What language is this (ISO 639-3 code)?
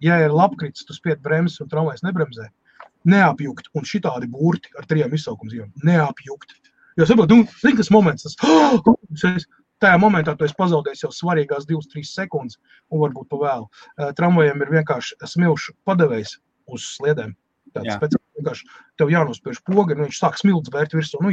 lav